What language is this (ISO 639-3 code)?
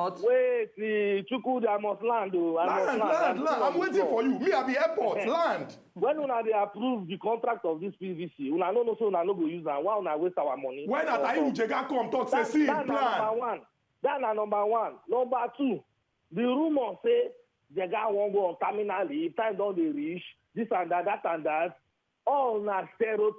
pcm